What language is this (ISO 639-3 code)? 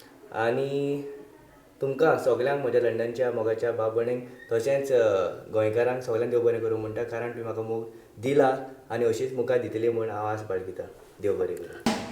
kok